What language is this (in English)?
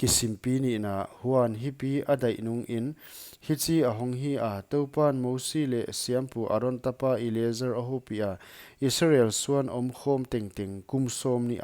Paite Chin